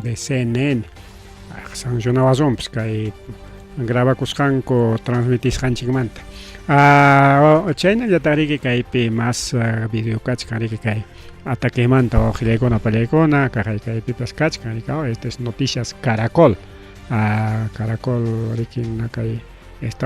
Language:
Ayacucho Quechua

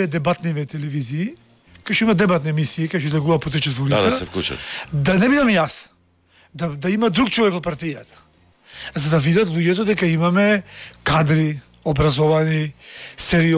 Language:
Macedonian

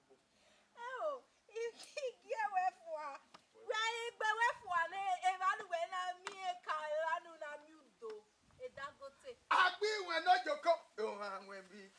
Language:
Bini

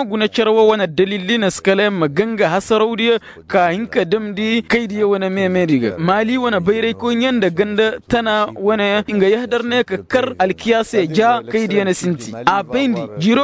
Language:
Koyraboro Senni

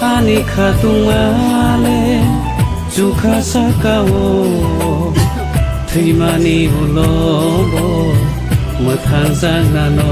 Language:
Kok Borok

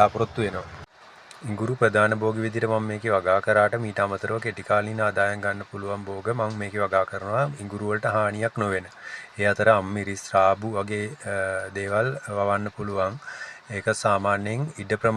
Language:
Sinhala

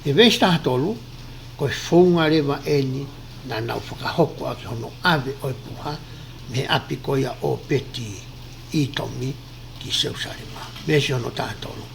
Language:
Tongan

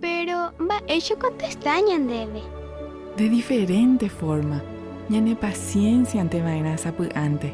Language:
Guarani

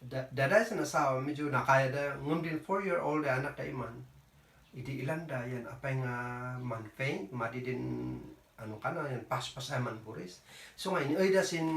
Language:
Kankanaey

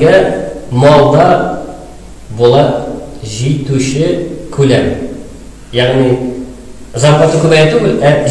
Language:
Tatar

